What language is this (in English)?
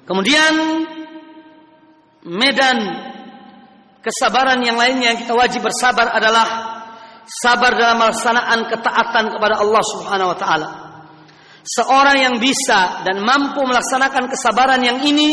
Indonesian